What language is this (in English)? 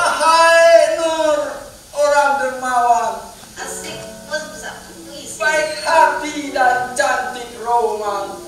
Betawi